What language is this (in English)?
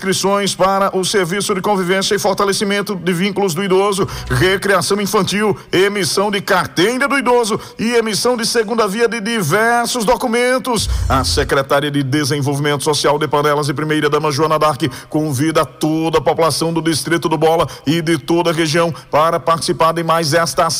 Portuguese